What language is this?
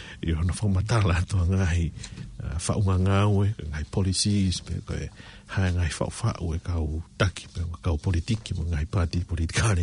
Tongan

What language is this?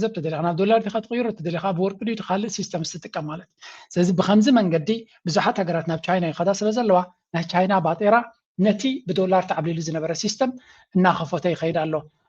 Tigrinya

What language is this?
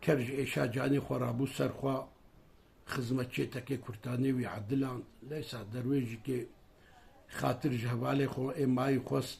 Kurdish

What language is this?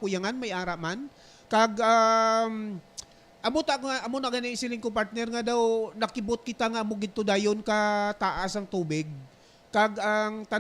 Hiligaynon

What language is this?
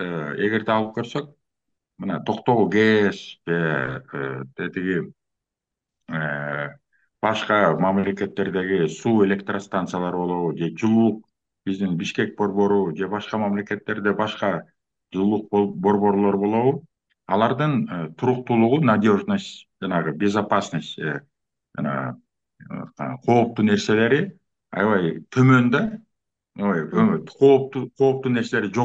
Kyrgyz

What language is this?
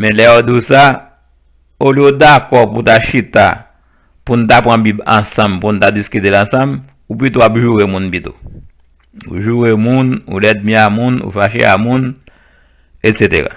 Haitian Creole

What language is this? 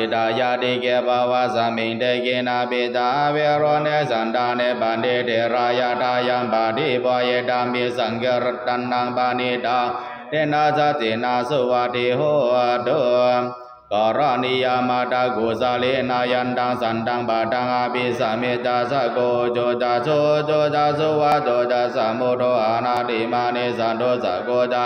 Pali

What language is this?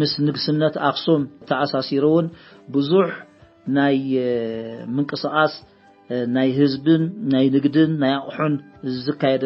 Tigrinya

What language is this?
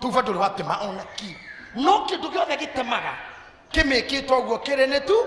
Kikuyu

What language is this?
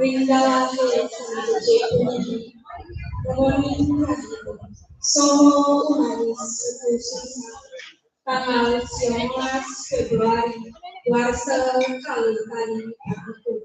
Balinese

